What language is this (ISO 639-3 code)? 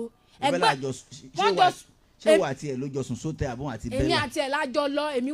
yor